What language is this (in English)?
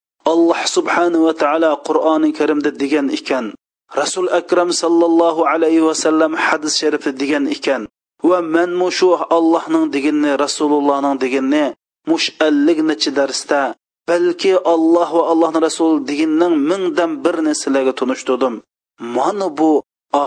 Uyghur